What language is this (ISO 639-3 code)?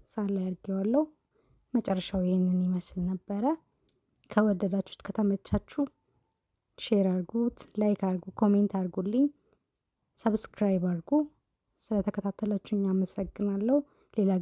amh